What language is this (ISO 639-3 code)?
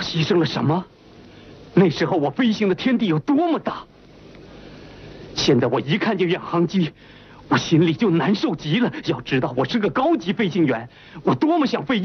zho